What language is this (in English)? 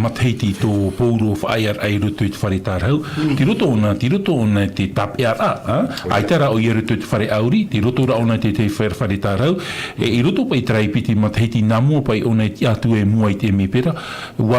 Tahitian